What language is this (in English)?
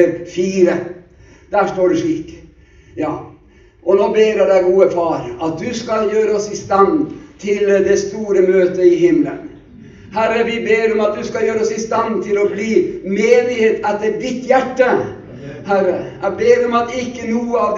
Norwegian